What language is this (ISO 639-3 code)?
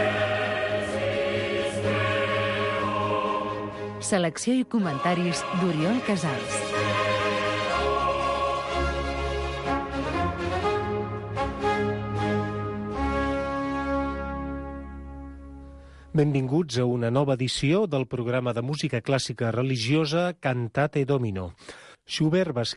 cat